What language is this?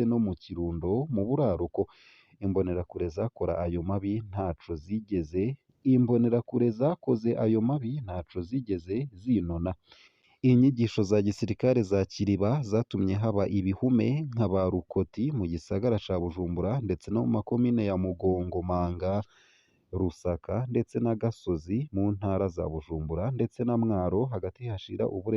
Rundi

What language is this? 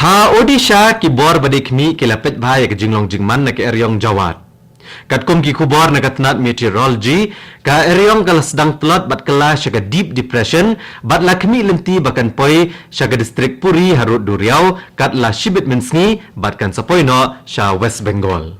Khasi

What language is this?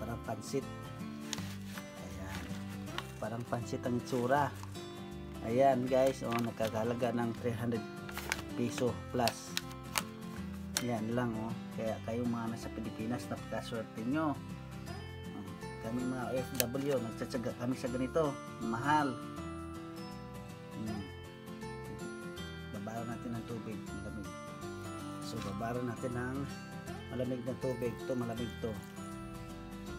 Filipino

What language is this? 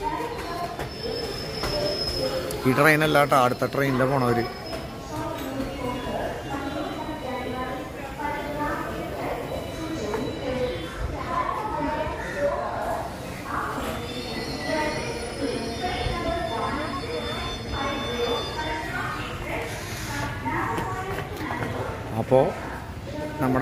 Malayalam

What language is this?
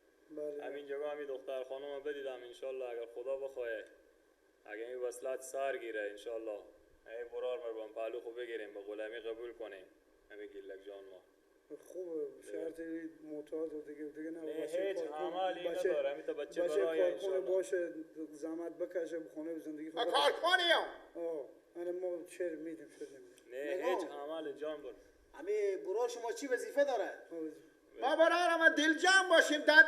Persian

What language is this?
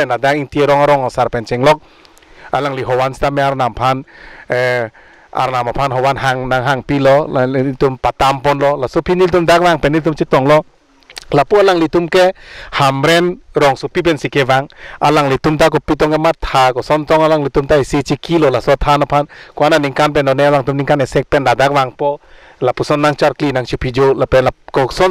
Karbi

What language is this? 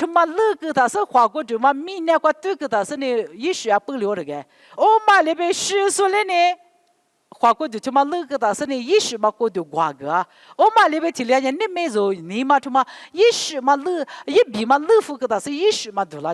Lisu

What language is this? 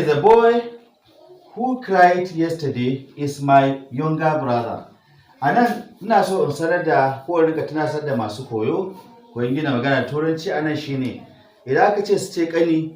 Hausa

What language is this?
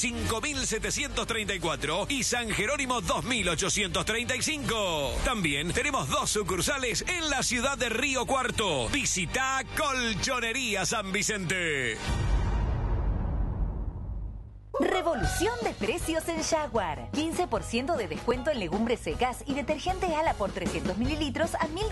Spanish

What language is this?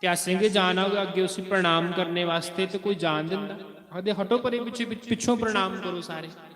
Dogri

